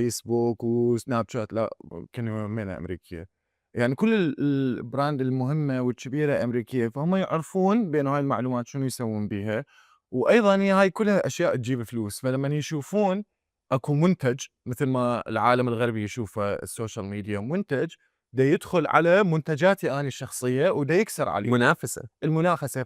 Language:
Mesopotamian Arabic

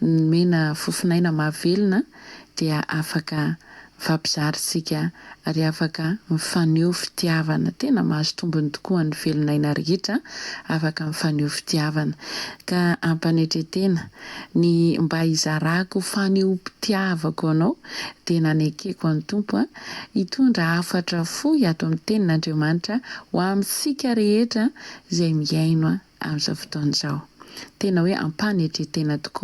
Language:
Malagasy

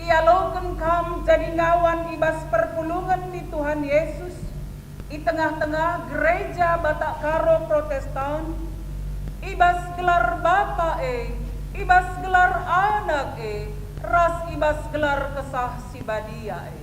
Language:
Batak Karo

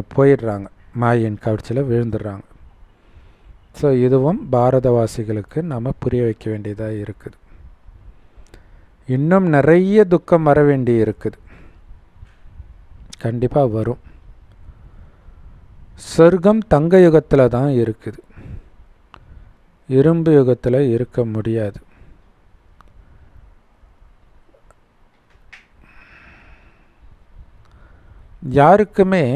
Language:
Tamil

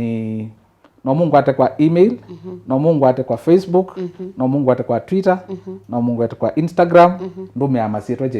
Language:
Kamba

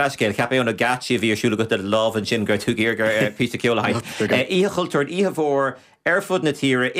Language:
Irish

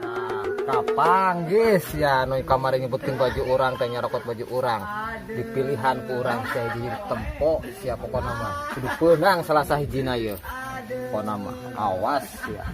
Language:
Sundanese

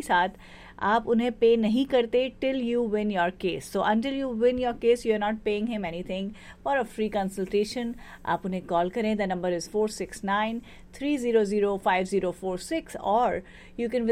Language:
Hindi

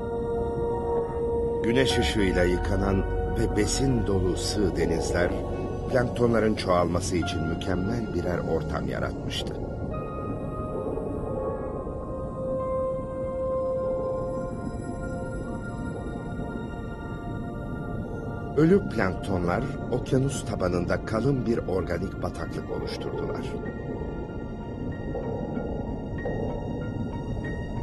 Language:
Turkish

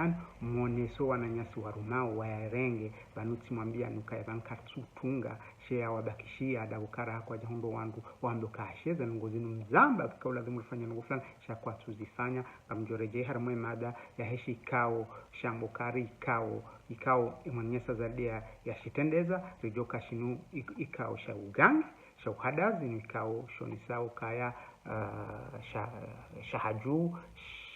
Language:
Ngazidja Comorian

